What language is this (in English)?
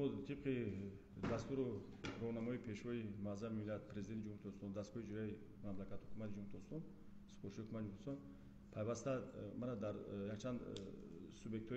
Tajik